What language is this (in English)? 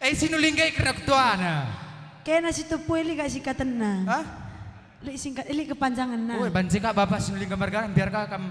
Batak Karo